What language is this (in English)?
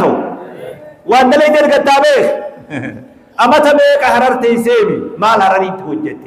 Oromo